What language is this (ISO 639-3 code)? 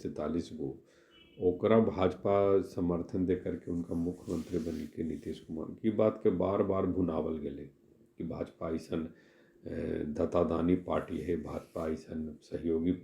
mag